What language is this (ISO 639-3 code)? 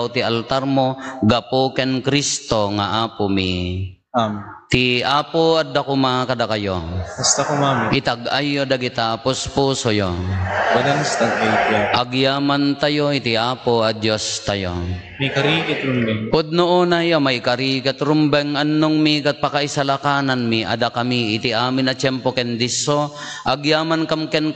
ilo